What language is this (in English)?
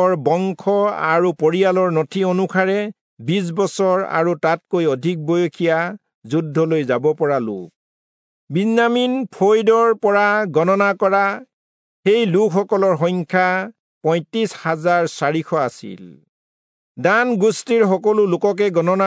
Assamese